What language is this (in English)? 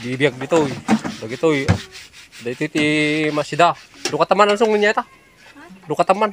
Iloko